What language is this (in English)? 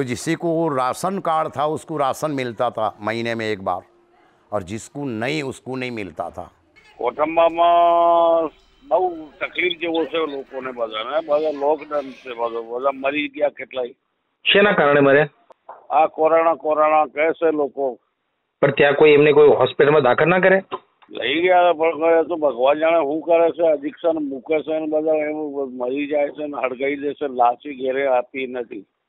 Gujarati